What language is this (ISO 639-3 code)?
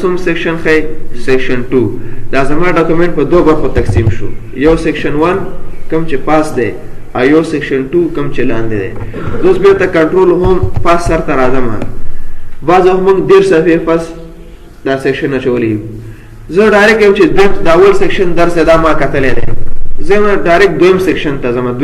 pus